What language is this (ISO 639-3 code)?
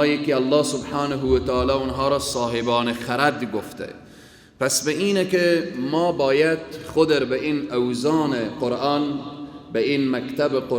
fas